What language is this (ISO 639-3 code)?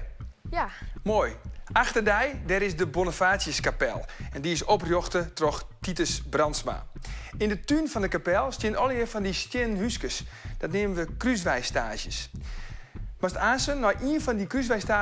fry